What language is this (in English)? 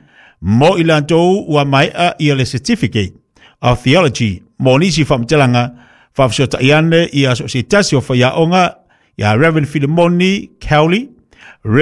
Samoan